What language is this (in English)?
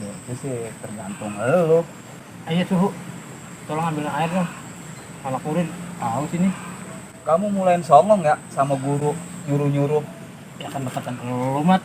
Betawi